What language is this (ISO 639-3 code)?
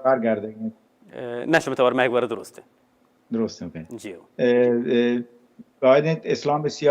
bal